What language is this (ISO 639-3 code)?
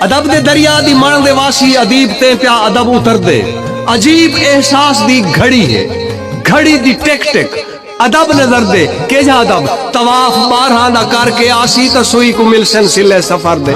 skr